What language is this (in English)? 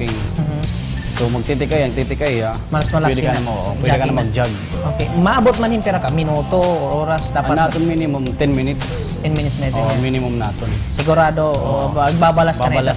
Waray